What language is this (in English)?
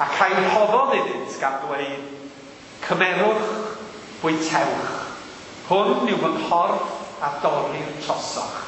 Welsh